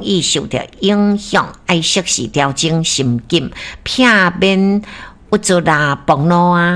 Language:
Min Nan Chinese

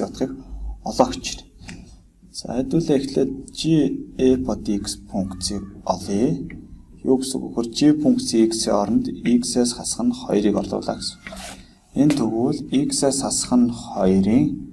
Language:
Mongolian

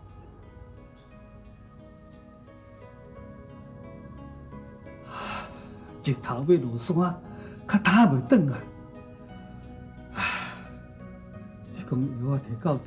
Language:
Min Nan Chinese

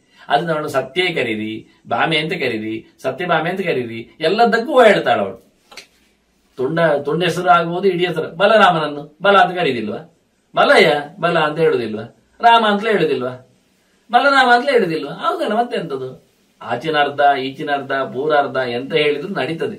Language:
Kannada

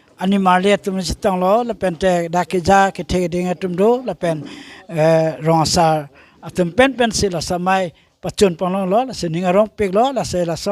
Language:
Karbi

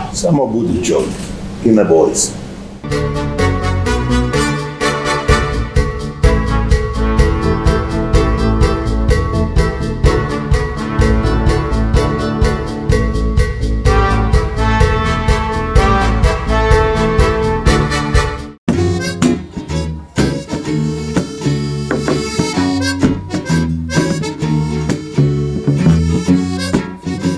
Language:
Croatian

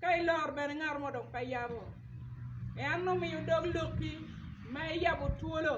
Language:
Acoli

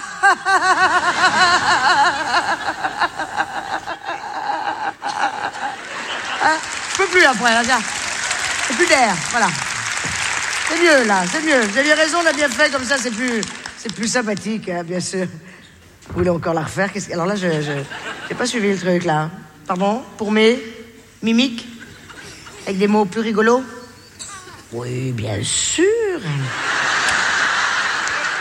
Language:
French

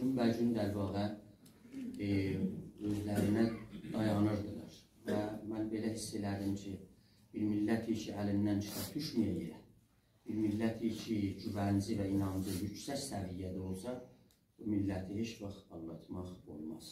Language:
South Azerbaijani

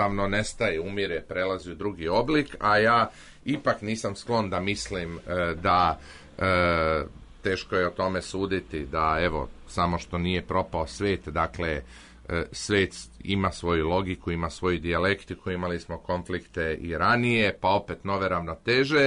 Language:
Serbian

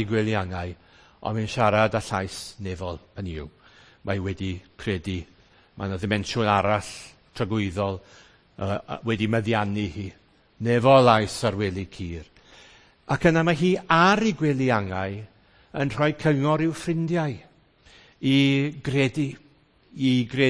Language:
Welsh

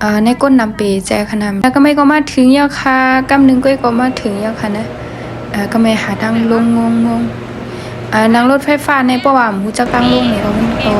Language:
Shan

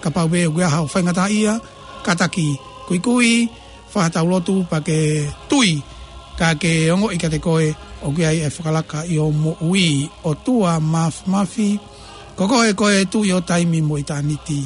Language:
Tongan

